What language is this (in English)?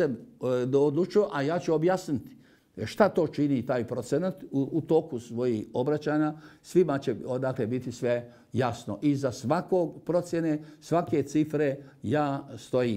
Bosnian